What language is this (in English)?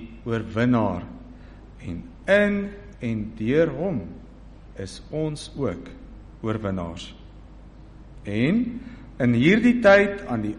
Afrikaans